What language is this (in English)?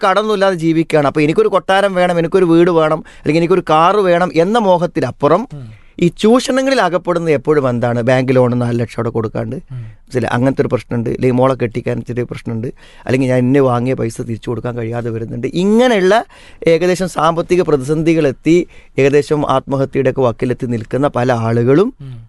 Malayalam